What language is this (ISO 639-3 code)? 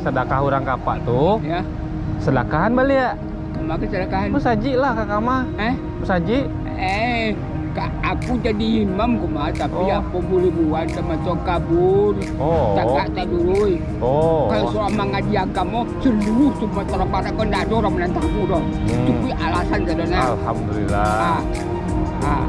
min